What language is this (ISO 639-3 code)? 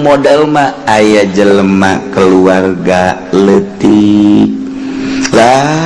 sun